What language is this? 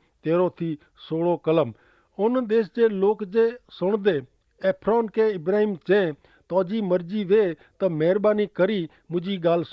Kachhi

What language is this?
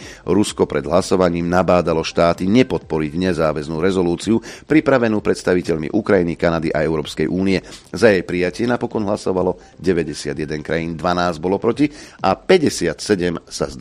Slovak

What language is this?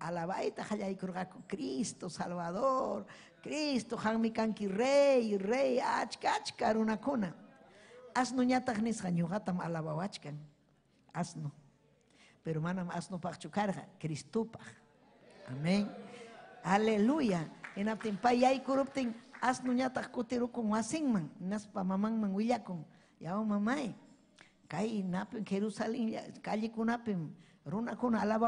Ayacucho Quechua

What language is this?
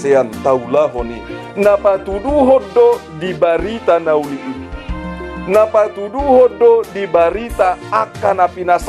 Batak Toba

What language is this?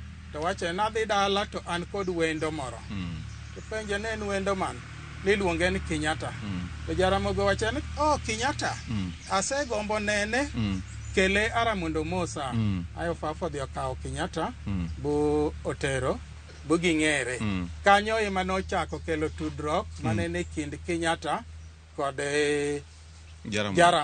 Luo (Kenya and Tanzania)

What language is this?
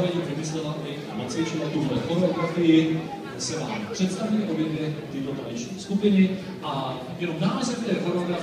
Czech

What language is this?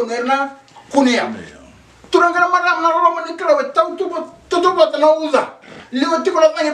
Fijian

